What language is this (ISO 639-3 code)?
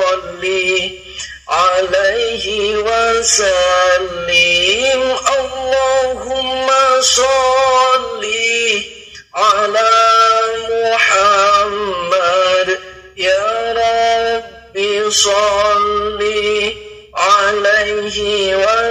ara